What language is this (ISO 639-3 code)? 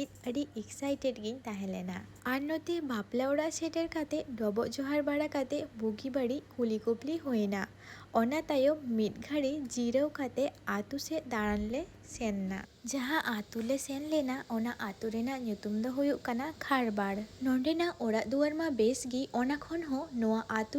sat